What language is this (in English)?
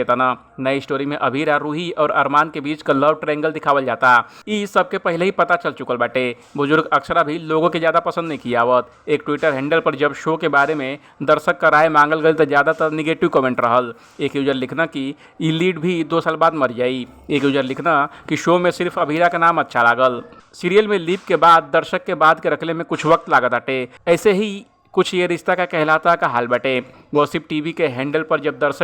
Bhojpuri